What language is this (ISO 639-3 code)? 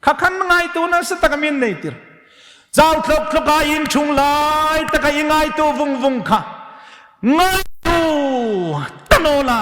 hmr